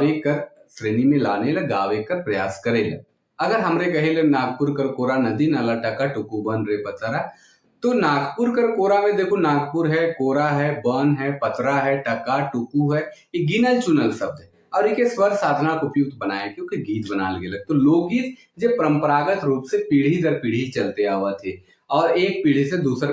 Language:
Sadri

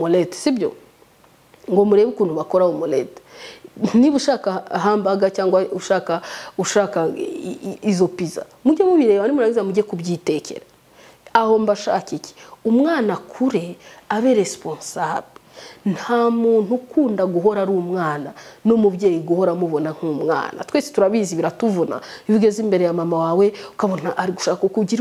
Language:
Kinyarwanda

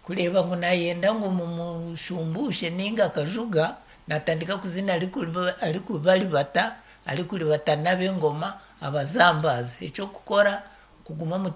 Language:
Nyankole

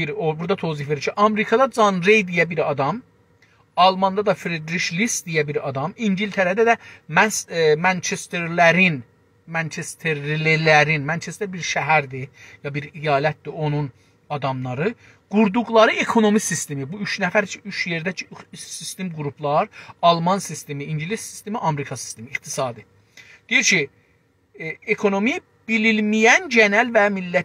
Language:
South Azerbaijani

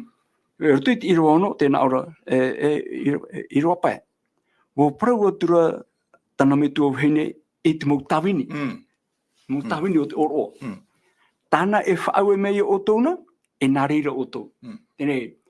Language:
Tahitian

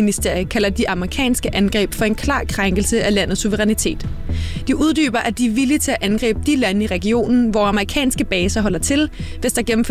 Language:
Danish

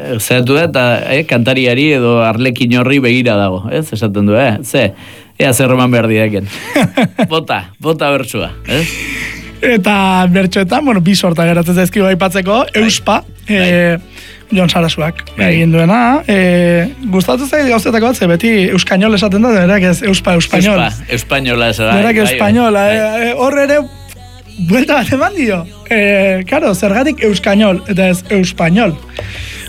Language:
Basque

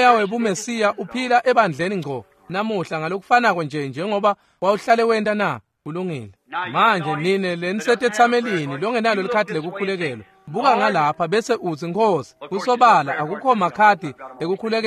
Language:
Swati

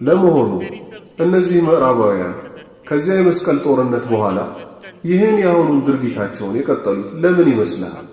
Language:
Amharic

